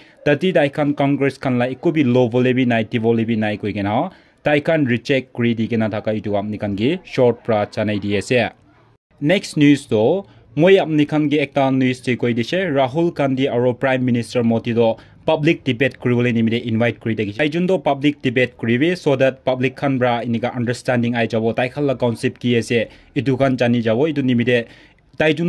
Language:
Naga Pidgin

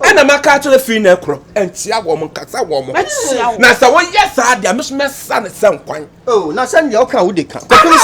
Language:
Akan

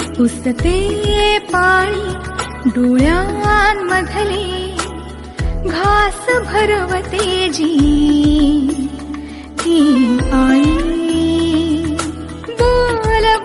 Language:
Marathi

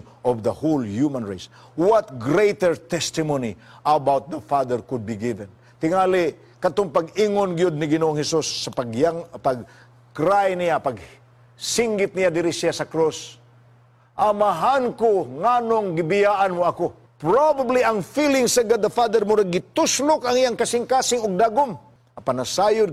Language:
Cebuano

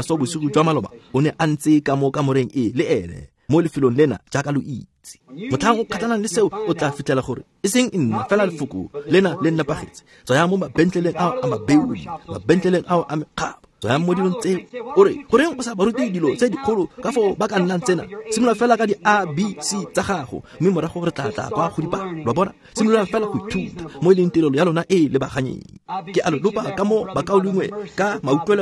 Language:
Tswana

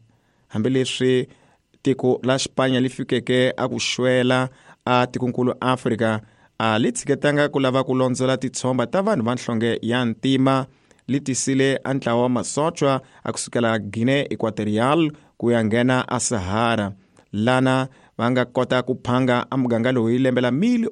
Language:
Tsonga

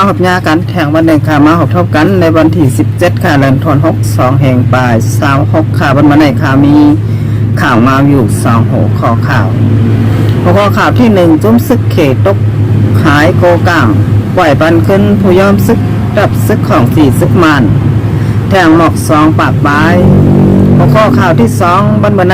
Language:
Shan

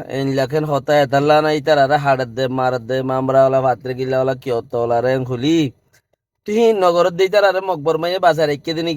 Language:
Rohingya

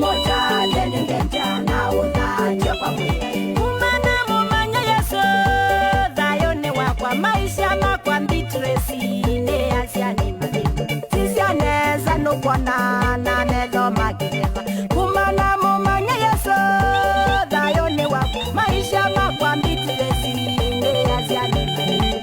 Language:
Kamba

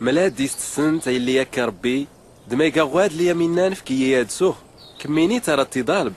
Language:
Tachelhit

